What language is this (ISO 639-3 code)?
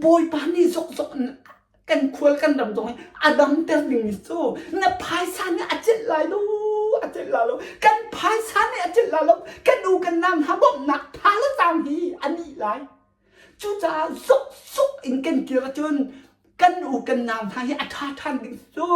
cnh